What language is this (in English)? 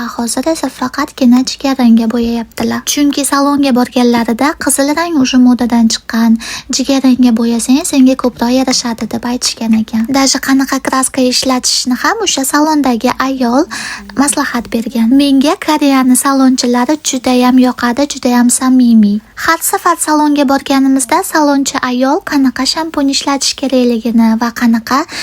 Uzbek